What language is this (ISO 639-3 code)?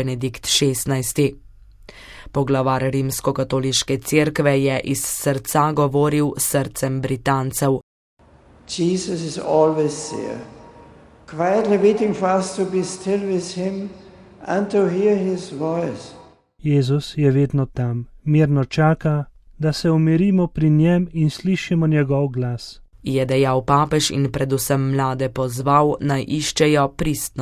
slv